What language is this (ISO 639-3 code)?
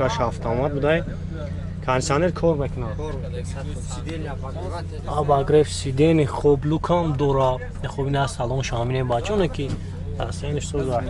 tgk